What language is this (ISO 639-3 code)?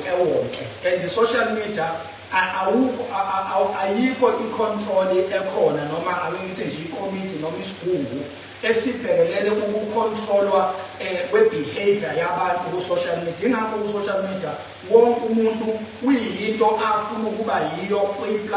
zul